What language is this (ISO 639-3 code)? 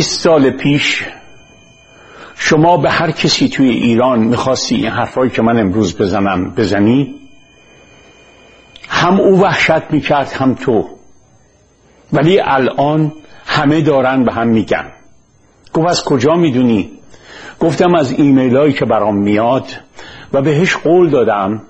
fas